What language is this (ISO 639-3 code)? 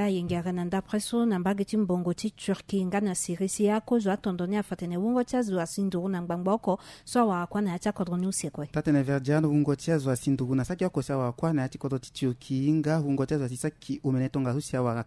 sag